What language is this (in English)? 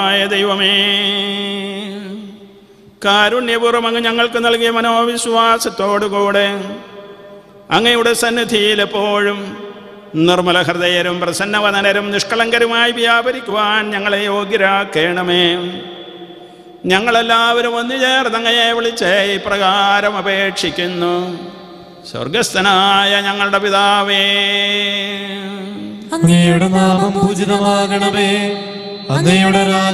Malayalam